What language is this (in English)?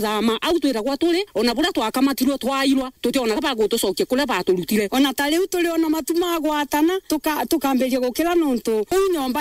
Meru